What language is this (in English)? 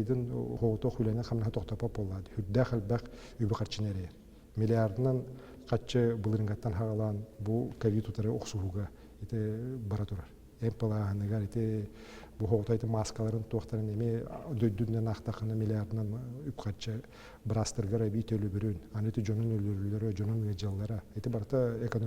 Yakut